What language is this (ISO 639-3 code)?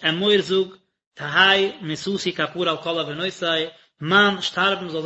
yid